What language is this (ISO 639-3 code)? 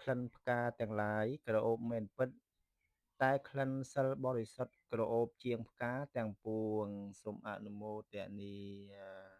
khm